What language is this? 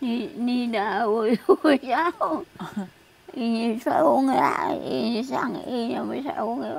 Taroko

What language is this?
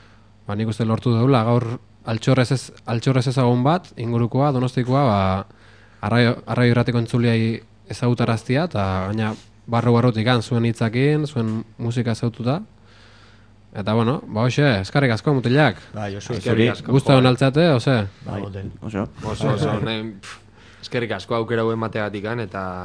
Basque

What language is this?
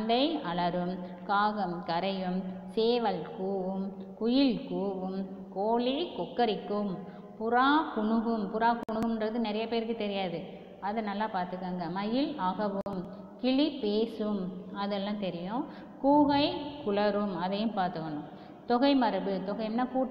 Tamil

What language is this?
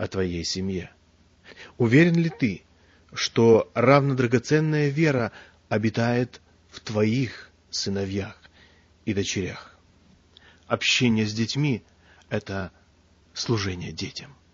Russian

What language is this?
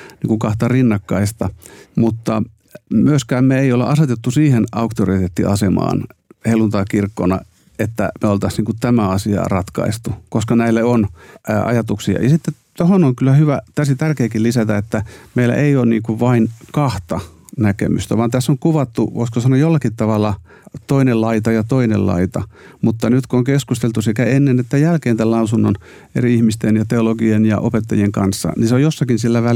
Finnish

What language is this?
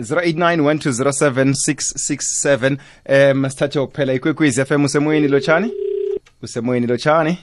South Ndebele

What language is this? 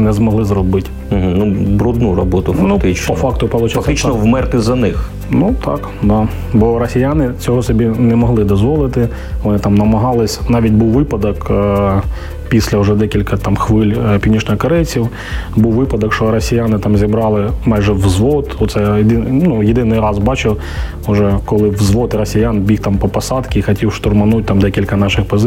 Ukrainian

